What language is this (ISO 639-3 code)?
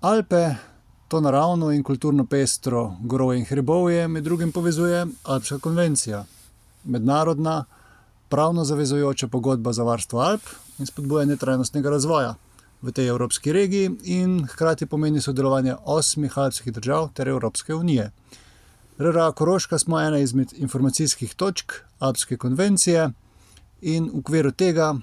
slv